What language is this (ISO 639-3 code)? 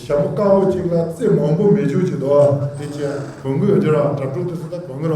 bod